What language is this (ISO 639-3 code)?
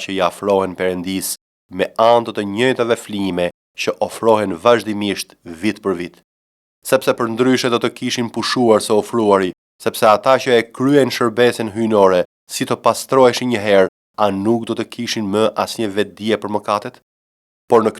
sqi